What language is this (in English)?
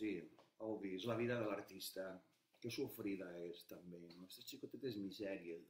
Catalan